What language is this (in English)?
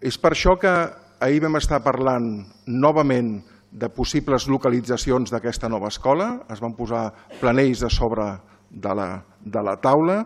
Catalan